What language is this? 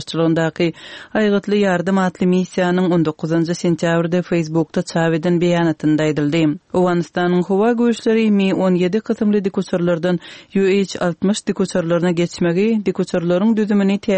Turkmen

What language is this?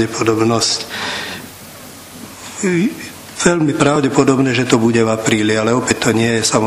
Slovak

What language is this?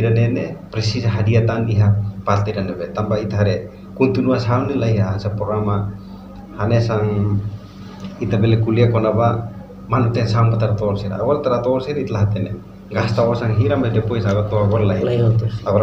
Tetum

